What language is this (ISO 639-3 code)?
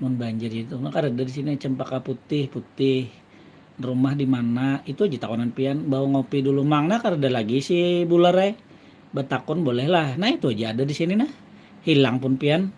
bjn